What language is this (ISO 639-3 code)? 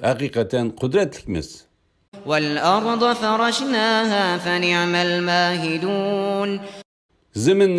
uig